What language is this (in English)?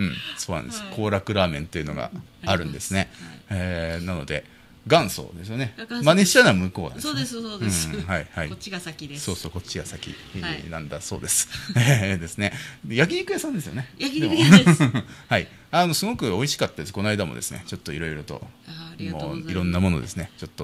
Japanese